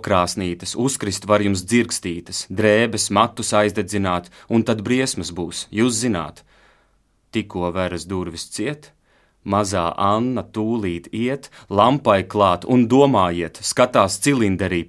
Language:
Latvian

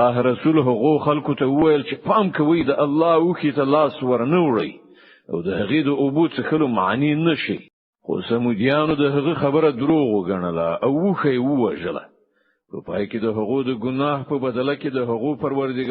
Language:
Pashto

